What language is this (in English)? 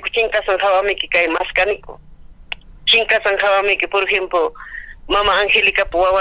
Ayacucho Quechua